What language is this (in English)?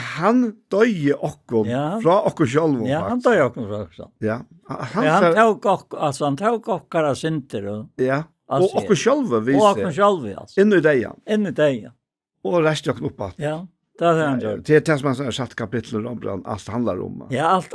Faroese